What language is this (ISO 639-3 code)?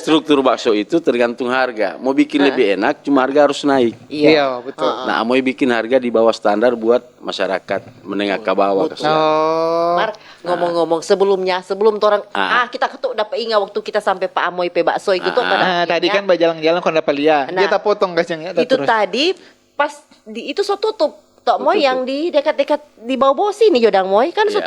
xmm